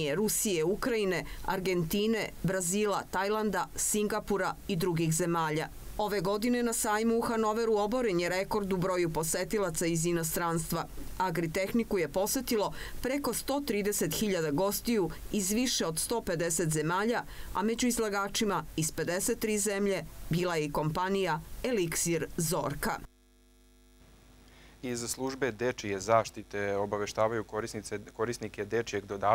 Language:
Serbian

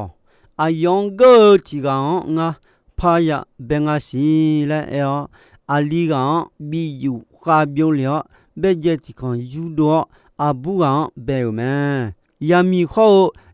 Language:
Akha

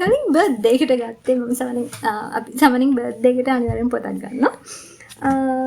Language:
Sinhala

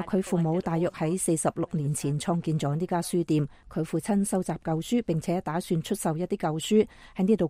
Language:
Cantonese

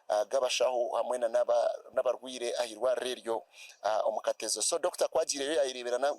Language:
Nyankole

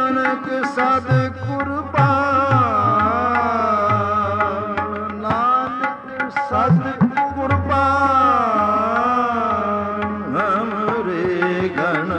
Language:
Punjabi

